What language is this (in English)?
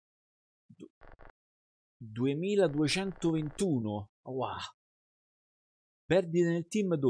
Italian